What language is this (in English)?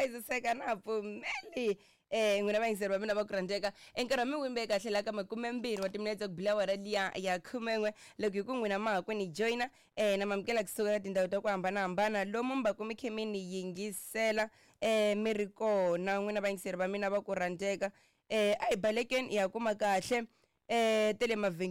Tsonga